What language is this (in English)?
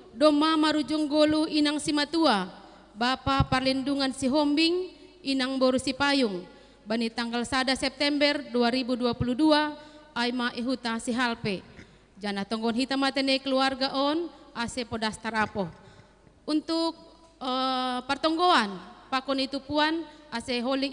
Batak Simalungun